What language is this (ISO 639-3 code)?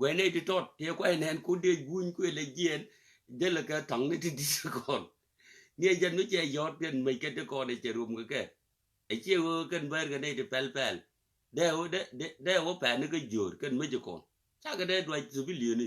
nus